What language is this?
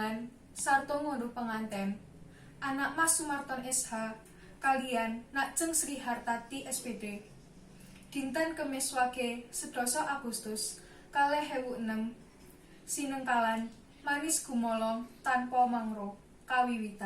Javanese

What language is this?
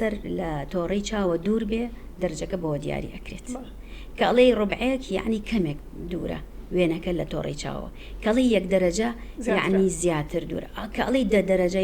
Central Kurdish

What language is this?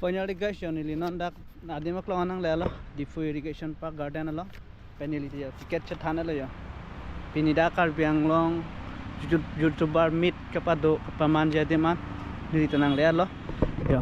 Karbi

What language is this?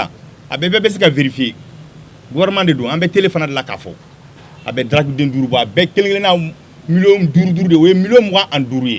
Bambara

